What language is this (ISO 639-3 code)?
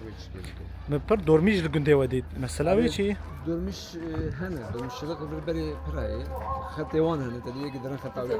kur